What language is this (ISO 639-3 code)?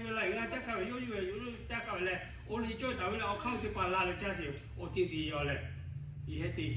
lhu